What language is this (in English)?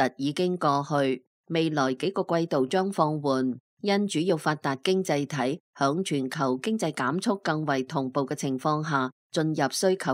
Cantonese